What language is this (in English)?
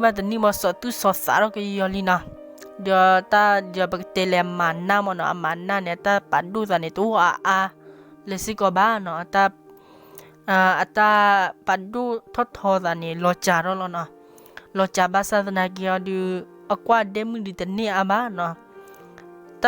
S'gaw Karen